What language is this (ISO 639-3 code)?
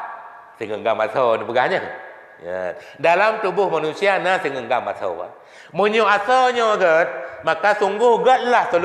ace